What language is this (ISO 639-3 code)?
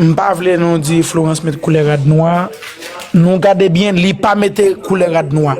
hat